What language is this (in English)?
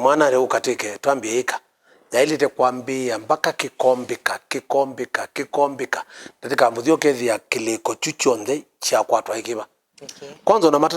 Kamba